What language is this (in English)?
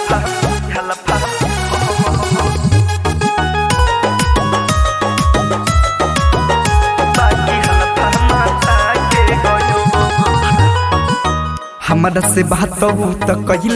Bhojpuri